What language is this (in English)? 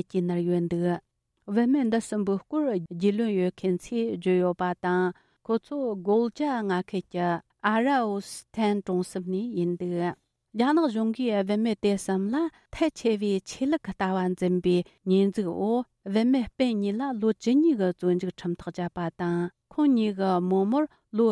Tibetan